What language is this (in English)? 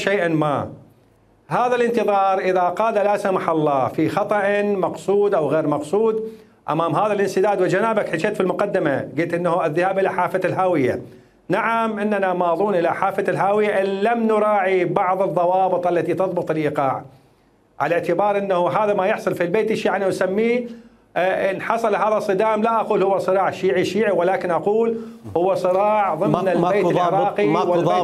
Mesopotamian Arabic